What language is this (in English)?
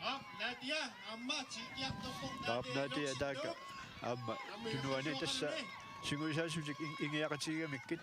Kalaallisut